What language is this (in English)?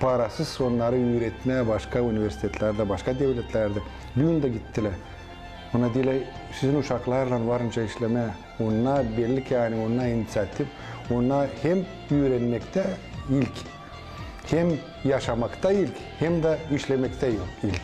Gagauz